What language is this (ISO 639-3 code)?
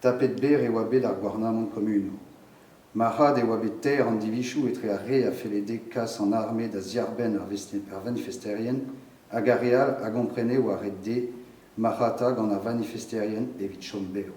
bre